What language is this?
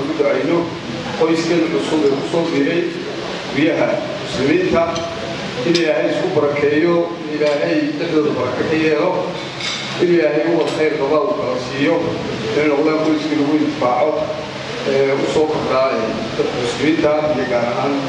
Somali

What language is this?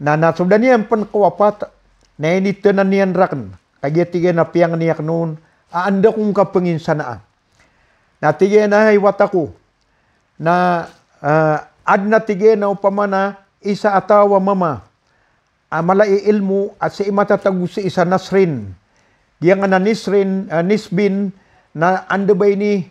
Maranao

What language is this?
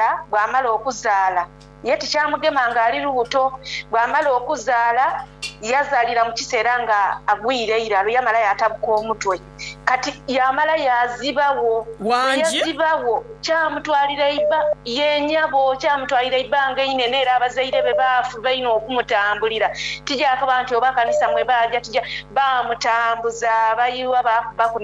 Soga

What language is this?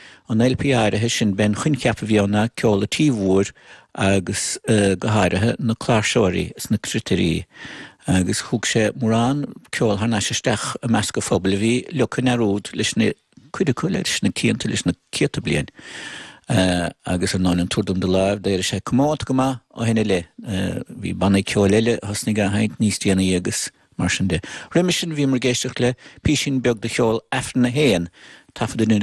Irish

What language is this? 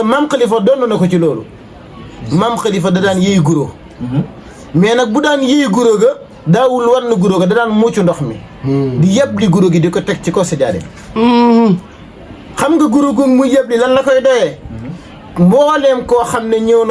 Wolof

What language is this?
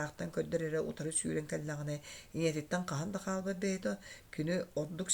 Yakut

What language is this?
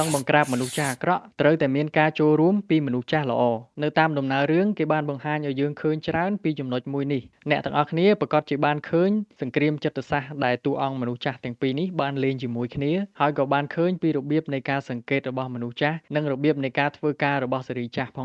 Khmer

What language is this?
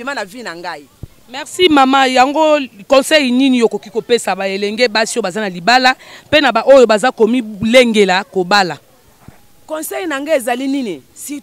Lingala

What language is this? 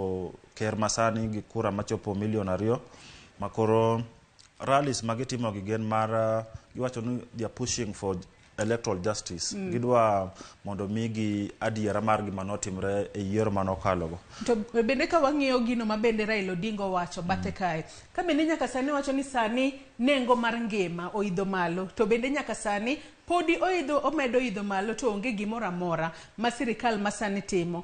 Luo (Kenya and Tanzania)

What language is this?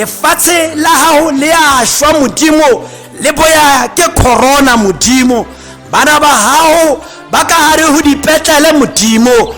Tswana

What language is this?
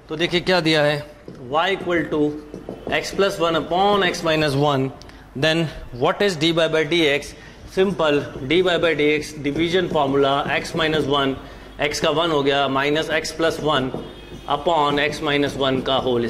Hindi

